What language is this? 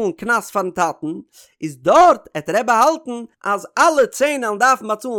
Yiddish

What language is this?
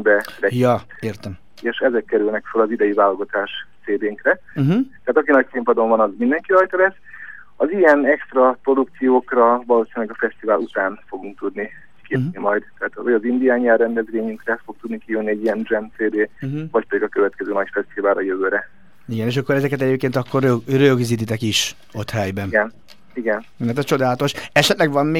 Hungarian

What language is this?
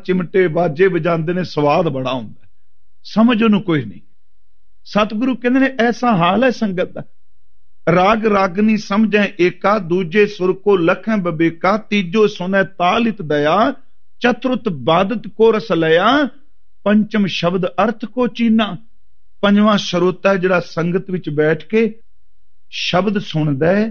Punjabi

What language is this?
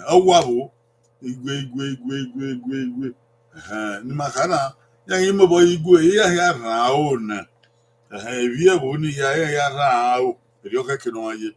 Bini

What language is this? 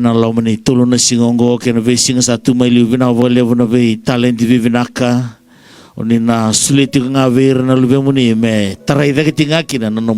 Fijian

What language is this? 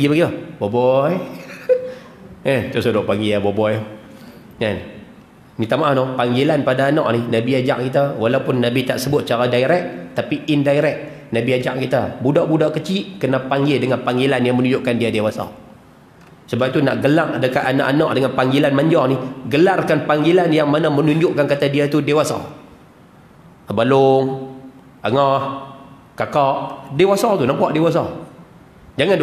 Malay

